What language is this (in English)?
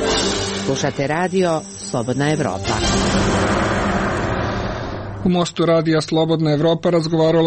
Serbian